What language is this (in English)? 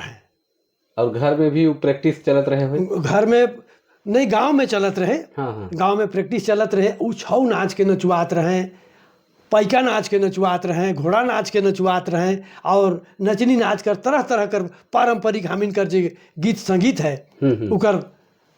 Sadri